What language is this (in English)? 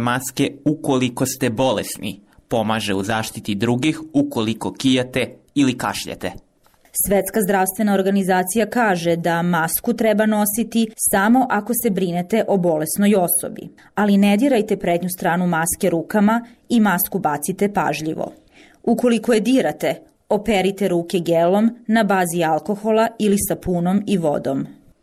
Bosnian